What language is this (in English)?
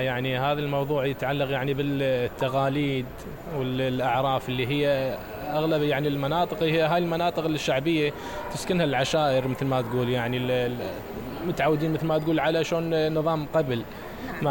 Mesopotamian Arabic